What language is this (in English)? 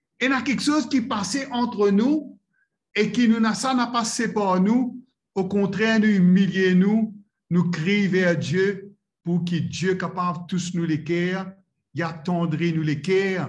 Morisyen